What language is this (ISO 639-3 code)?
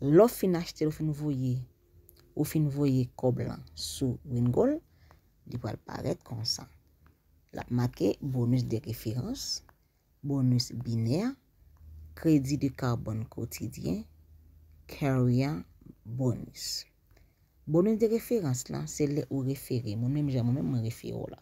hat